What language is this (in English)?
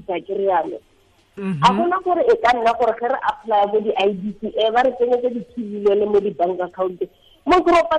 Tswana